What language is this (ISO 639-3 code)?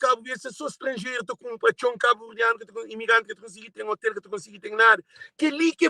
kea